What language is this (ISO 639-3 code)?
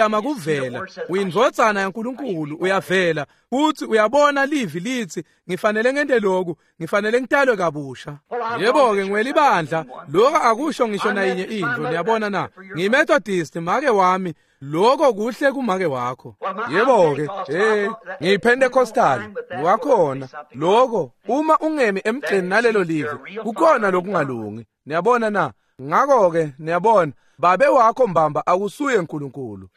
ssw